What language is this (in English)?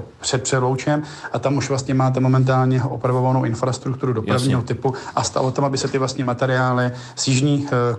Czech